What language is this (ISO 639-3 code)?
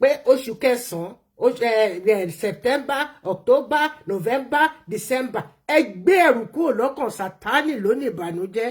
yor